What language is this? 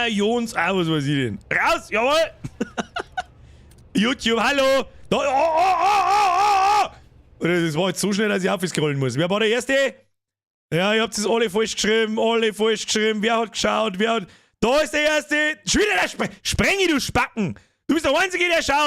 Bavarian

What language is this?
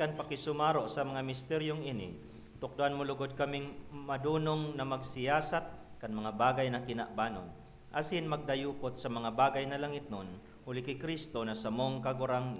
Bikol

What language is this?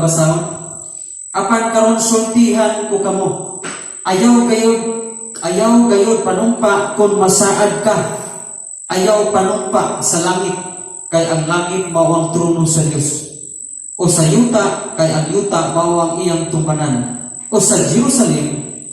Cebuano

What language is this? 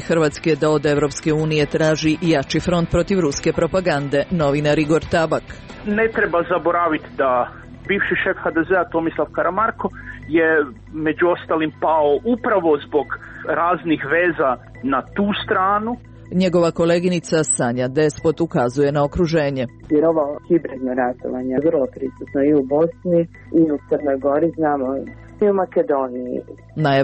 Croatian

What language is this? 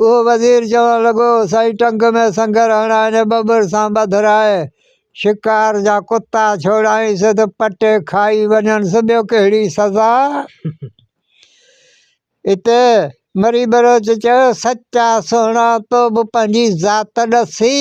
Sindhi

